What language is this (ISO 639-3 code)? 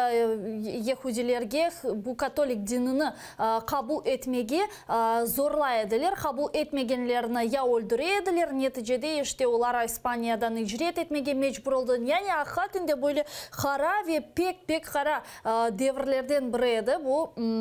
crh